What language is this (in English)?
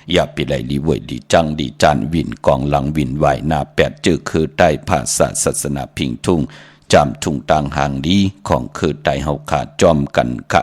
Shan